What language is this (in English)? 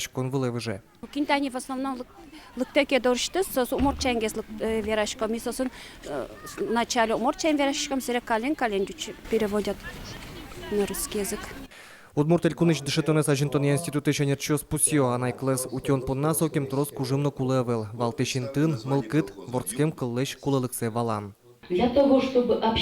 Udmurt